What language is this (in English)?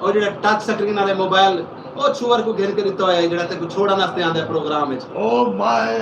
Saraiki